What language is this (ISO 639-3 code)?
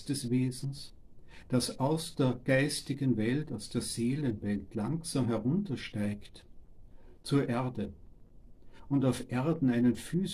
deu